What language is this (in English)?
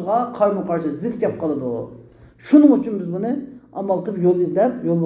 Uyghur